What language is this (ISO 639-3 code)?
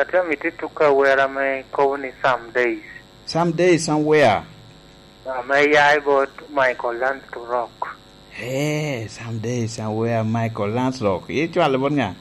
laj